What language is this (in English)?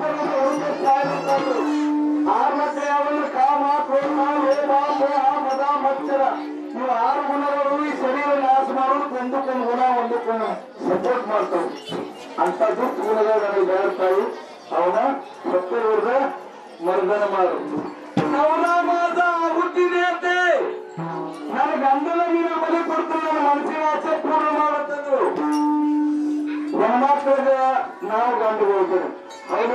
Kannada